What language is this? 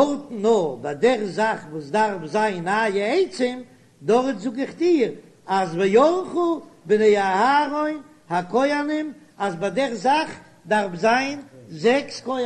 Yiddish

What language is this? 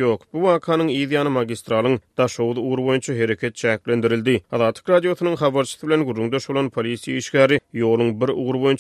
Turkmen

